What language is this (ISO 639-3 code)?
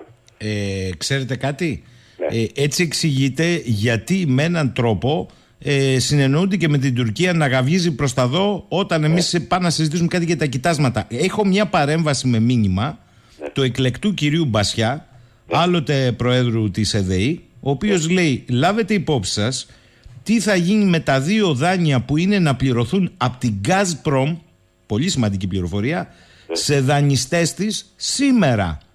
ell